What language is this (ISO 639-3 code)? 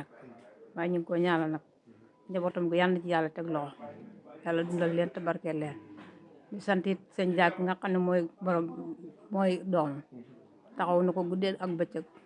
wol